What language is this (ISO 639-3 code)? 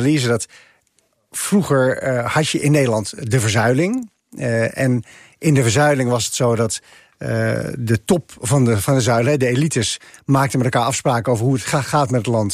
nld